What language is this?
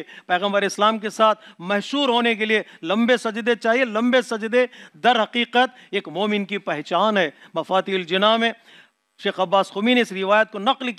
Urdu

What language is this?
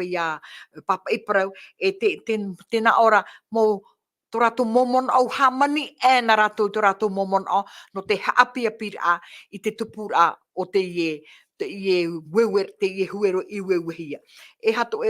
Tahitian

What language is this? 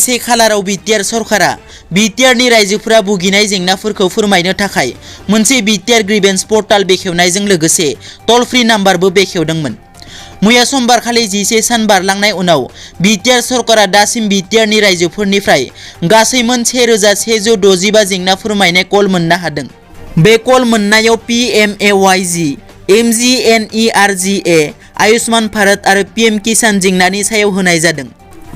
Bodo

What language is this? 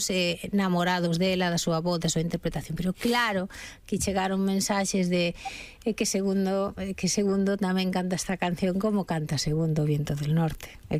Galician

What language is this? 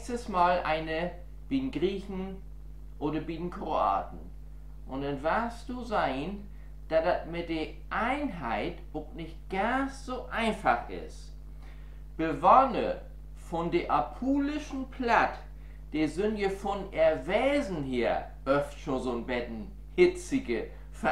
Low German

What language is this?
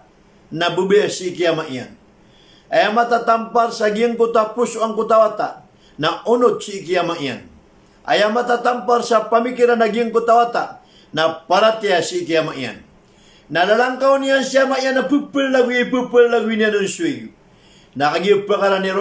Maranao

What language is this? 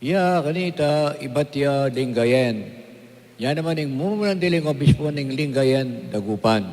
Pampanga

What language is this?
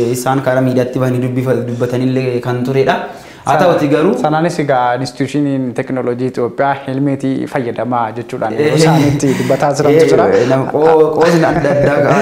Oromo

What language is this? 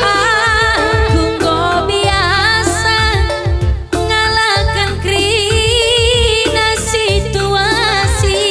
Batak Karo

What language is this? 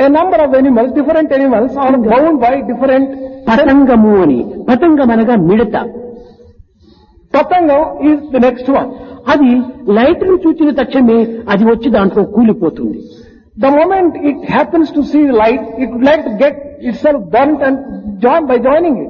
Telugu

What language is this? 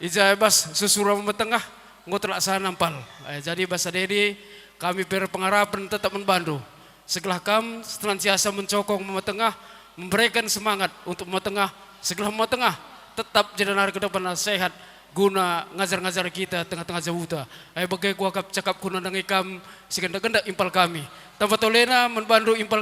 Batak Karo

